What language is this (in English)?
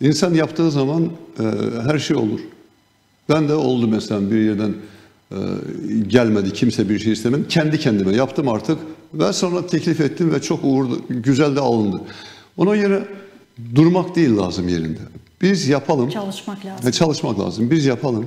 Gagauz